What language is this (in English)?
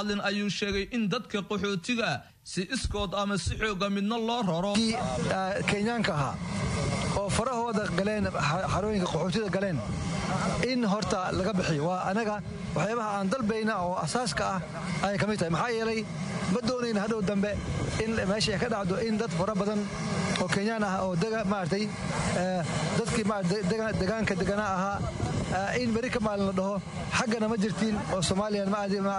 Somali